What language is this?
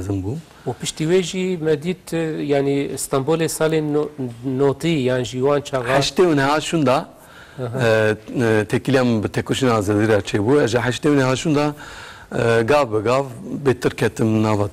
Kurdish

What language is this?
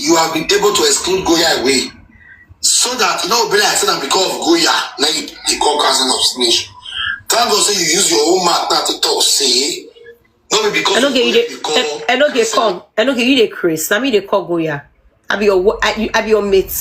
Nigerian Pidgin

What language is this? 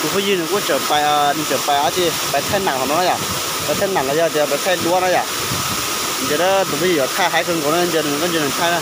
Hmong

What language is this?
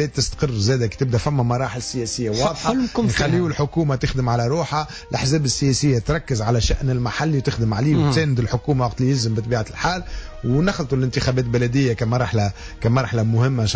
Tunisian Arabic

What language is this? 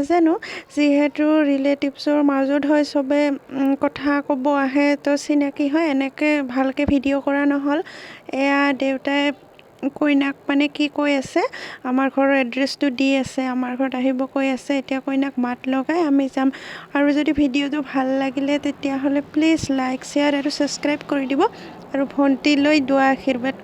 Assamese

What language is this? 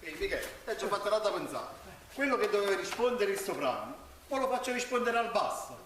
Neapolitan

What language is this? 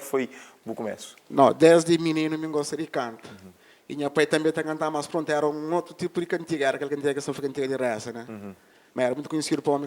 Kabuverdianu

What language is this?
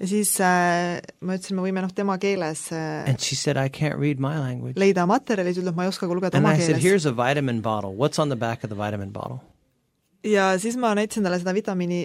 Estonian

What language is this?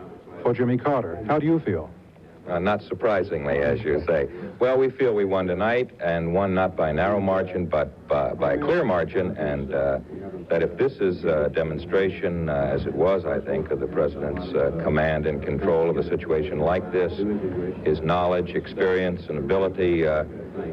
English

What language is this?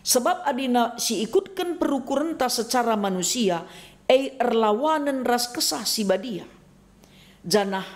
Batak Karo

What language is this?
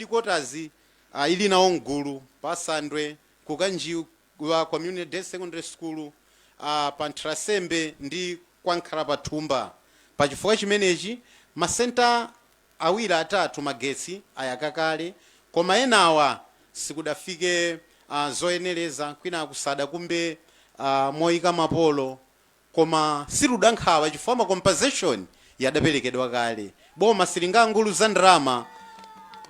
Nyanja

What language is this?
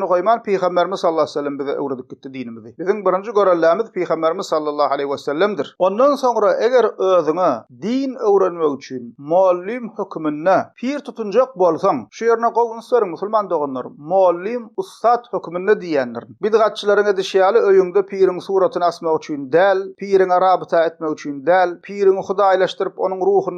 Turkmen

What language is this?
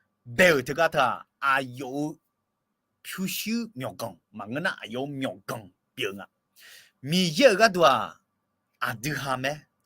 Akha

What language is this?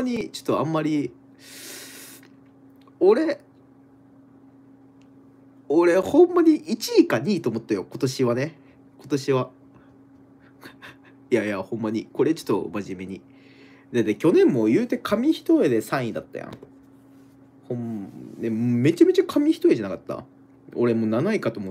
Japanese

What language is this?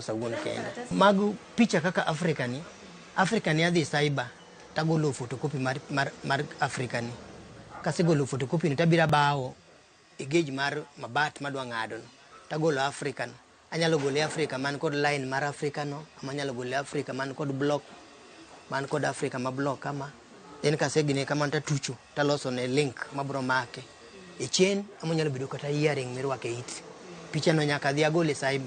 Luo (Kenya and Tanzania)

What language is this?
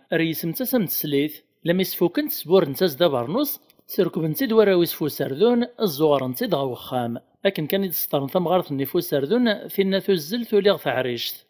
Kabyle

